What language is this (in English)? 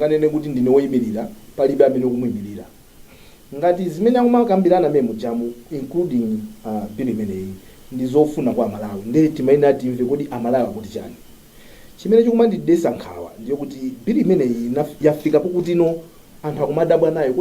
Nyanja